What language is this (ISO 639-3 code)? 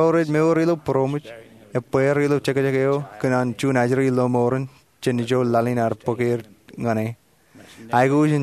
mah